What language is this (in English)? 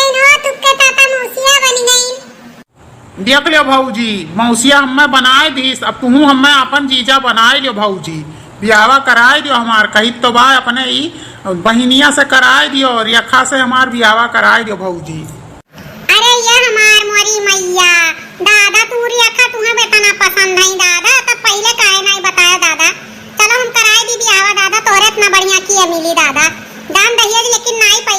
Awadhi